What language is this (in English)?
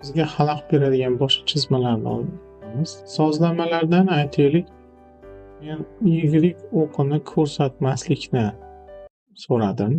Uzbek